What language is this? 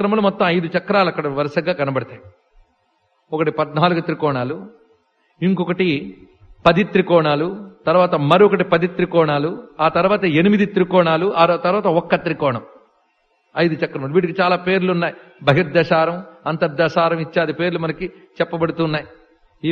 Telugu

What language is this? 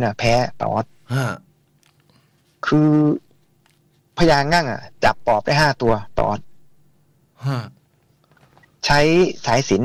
Thai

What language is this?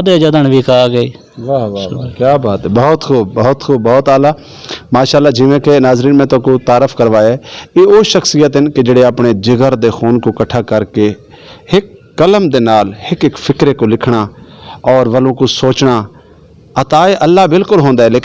Saraiki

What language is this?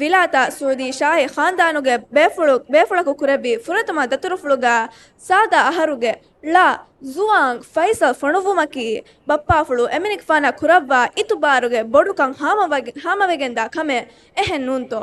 Divehi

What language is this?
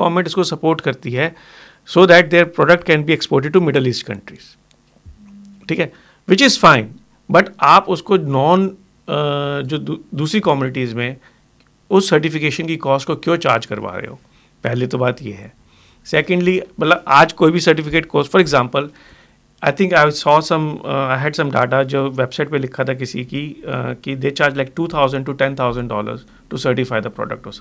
Hindi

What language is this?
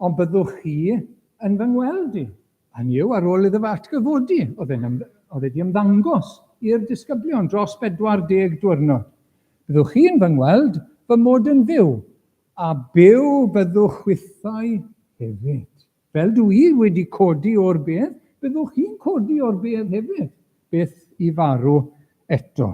Welsh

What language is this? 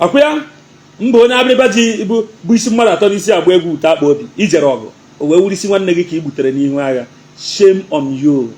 Igbo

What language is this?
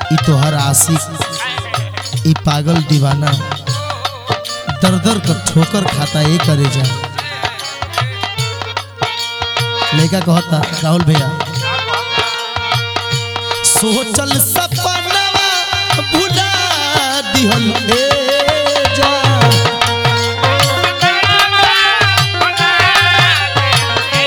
Bhojpuri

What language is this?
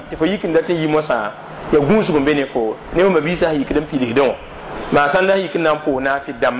Mossi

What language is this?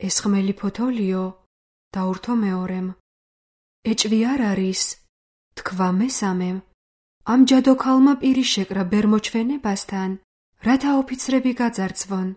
Georgian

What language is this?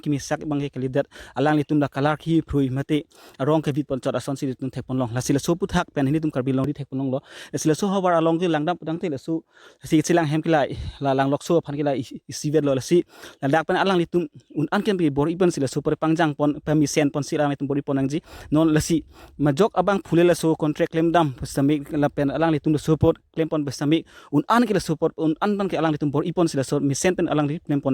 Karbi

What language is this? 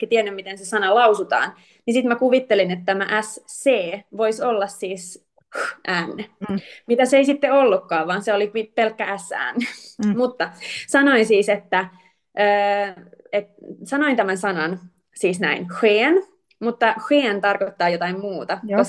Finnish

